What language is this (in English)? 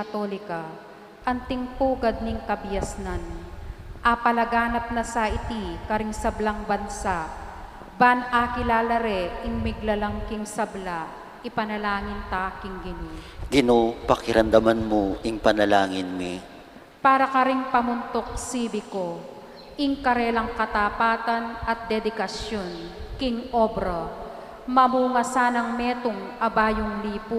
Pampanga